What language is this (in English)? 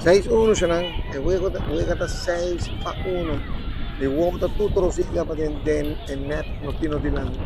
Papiamento